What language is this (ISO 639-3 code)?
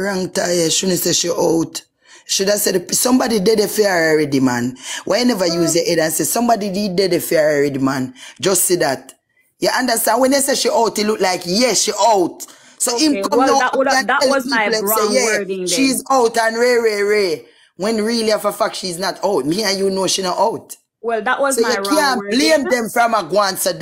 jam